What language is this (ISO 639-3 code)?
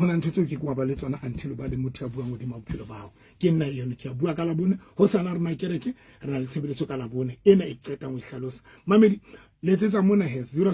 sot